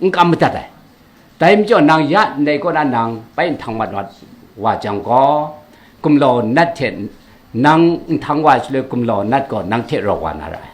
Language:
Kachin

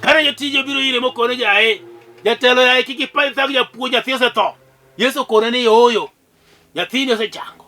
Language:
Luo (Kenya and Tanzania)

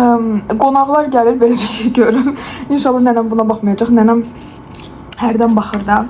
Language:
Azerbaijani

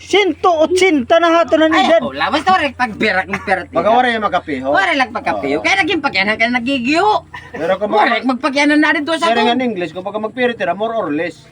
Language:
Waray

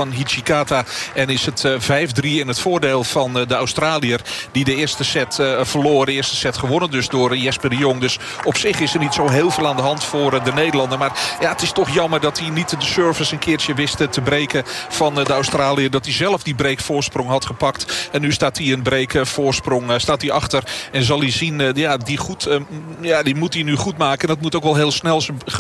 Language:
Dutch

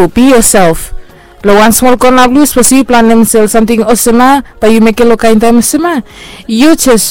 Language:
Bislama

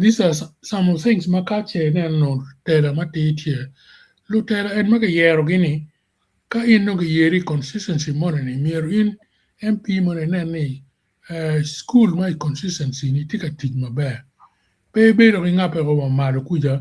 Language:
Acoli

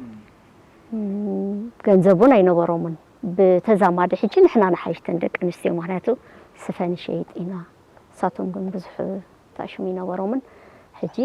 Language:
Tigrinya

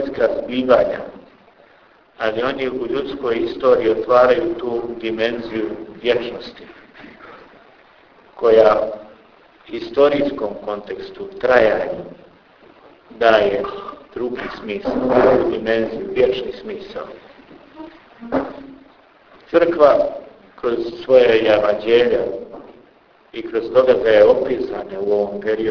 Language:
Bosnian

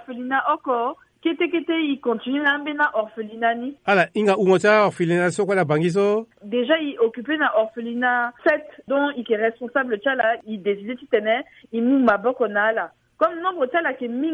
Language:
Sango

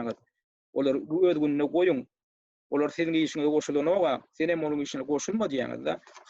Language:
Turkmen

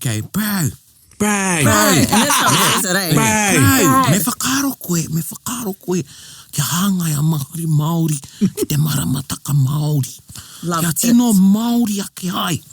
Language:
Māori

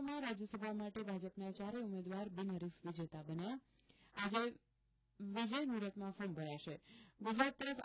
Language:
Gujarati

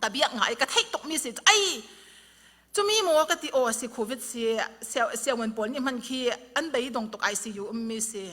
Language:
Falam Chin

